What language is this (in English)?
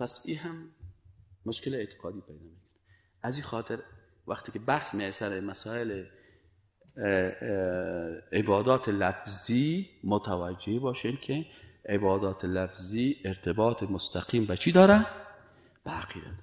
Persian